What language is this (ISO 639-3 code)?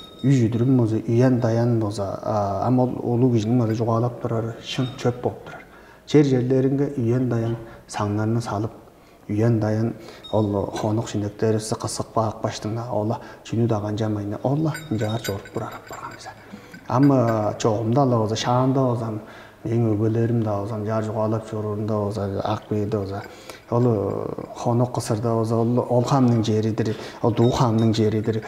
tyv